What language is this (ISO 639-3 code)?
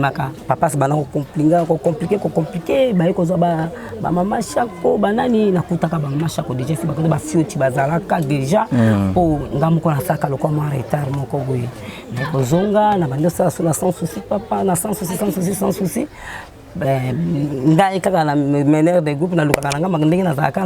lin